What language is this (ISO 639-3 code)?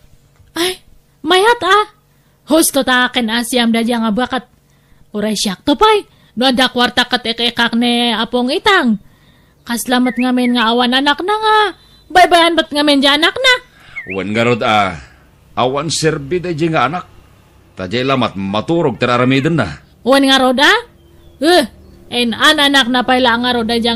ilo